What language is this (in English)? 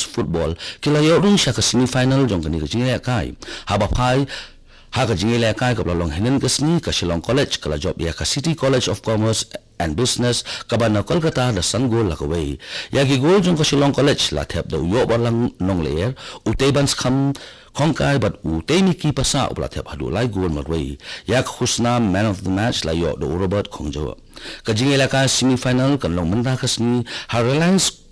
Khasi